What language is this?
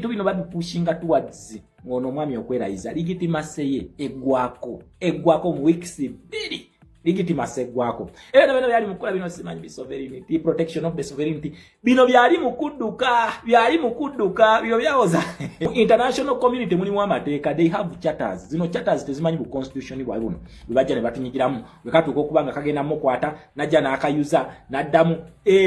Ganda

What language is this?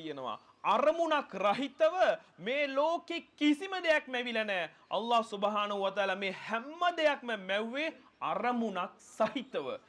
Sinhala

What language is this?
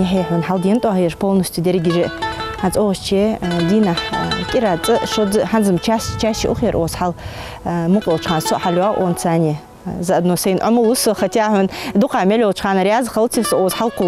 Ingush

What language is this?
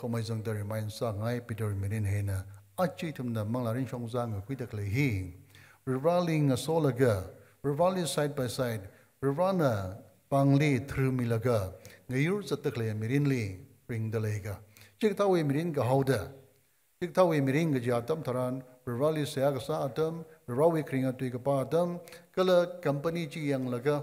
Tangkhul Naga (India)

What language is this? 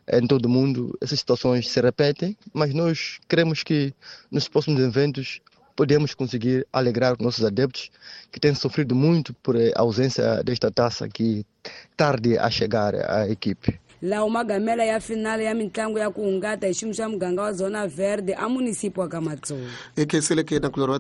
Tsonga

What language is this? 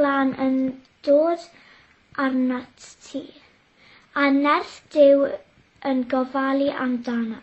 Welsh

